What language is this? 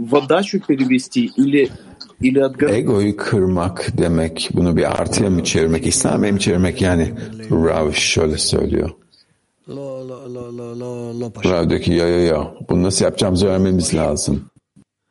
Turkish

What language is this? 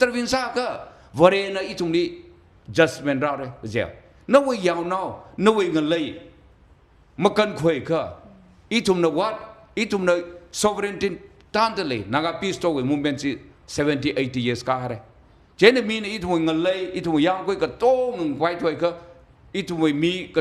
Tangkhul Naga (India)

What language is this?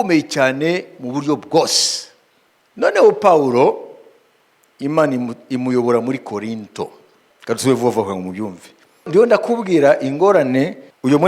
Kinyarwanda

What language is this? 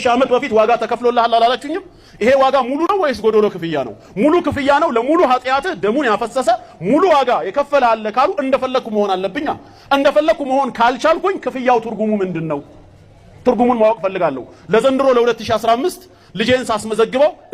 Amharic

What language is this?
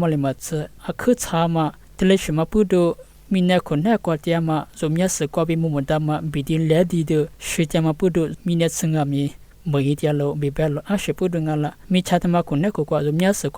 Lisu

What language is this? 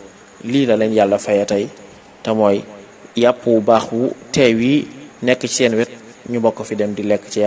Wolof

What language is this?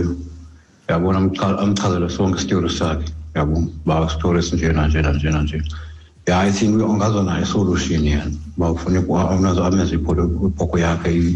Xhosa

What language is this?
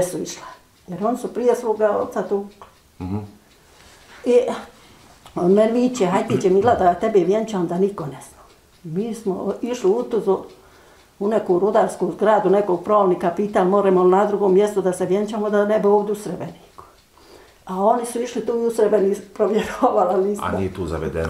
Bosnian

